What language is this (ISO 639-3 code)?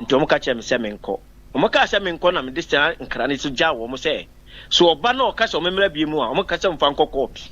aka